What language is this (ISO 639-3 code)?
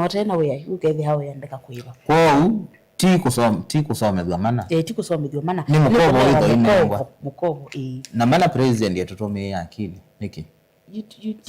kam